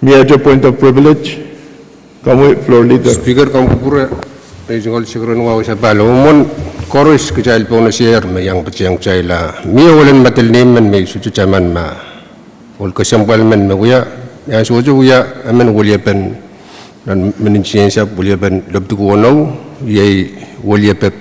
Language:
Pohnpeian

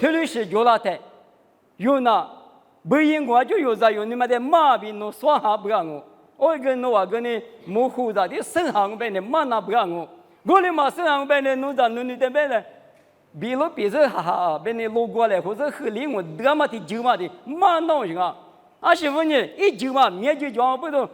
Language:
Lisu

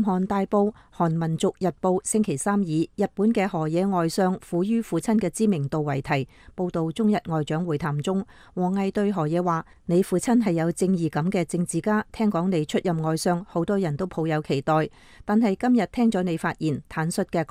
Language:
Cantonese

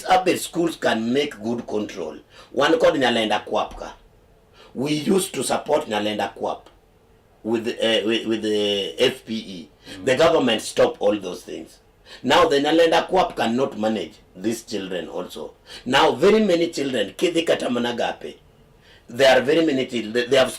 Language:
Luo (Kenya and Tanzania)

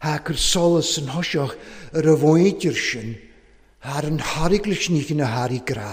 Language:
Welsh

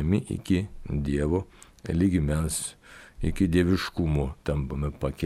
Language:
Lithuanian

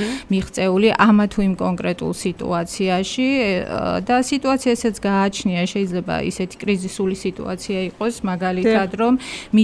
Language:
Georgian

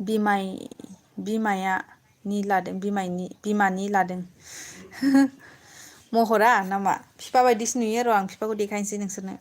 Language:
Bodo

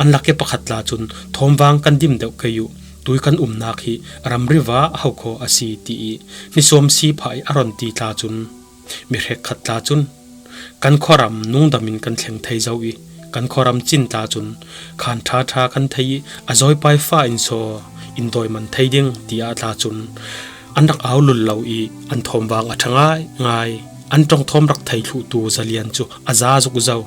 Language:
Falam Chin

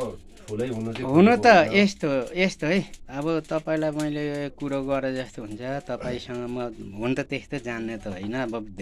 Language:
Nepali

